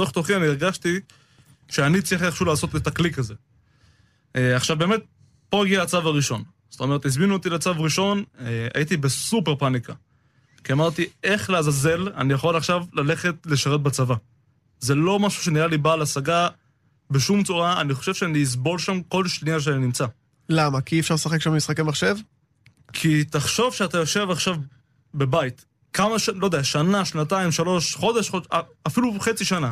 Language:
Hebrew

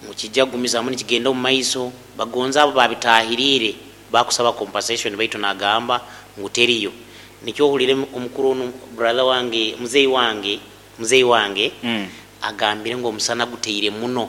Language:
Nyoro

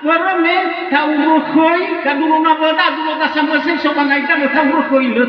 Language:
Nias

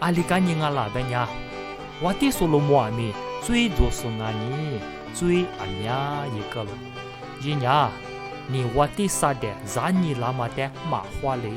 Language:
Lisu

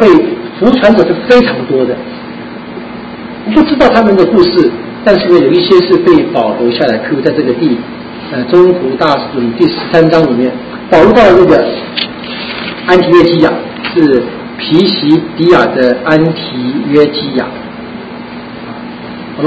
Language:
Chinese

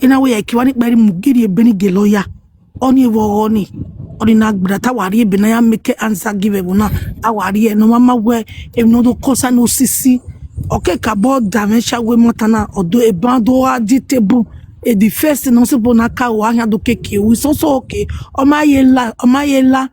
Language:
Nigerian Pidgin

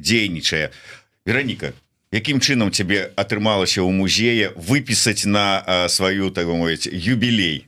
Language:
Belarusian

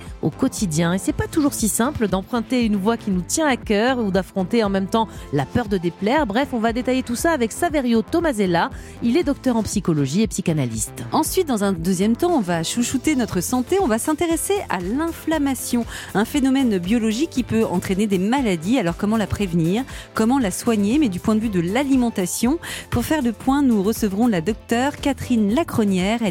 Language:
French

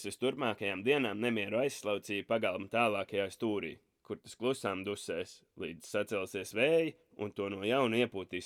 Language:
Latvian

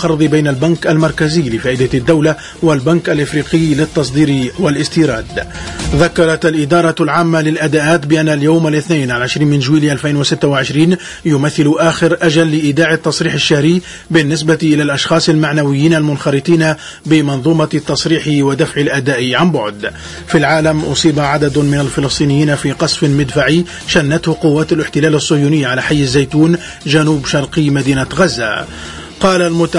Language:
Tunisian Arabic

